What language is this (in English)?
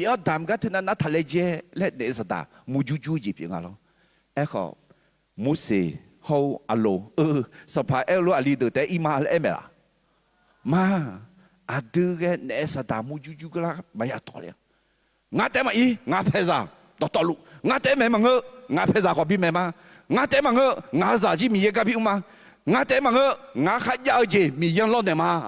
Akha